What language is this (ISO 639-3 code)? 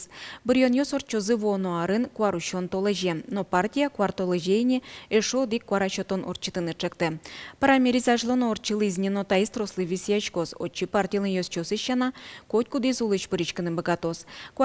udm